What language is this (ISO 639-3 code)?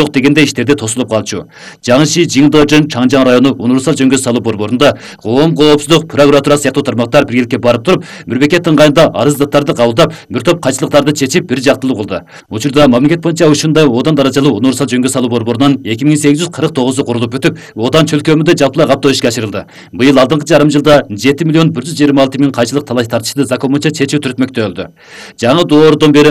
kir